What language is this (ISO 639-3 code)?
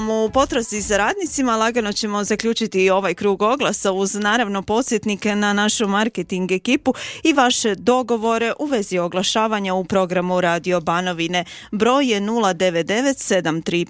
hrv